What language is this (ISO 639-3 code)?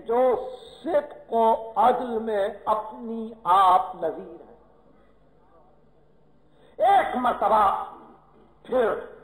urd